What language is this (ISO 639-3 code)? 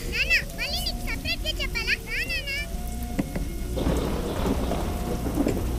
tel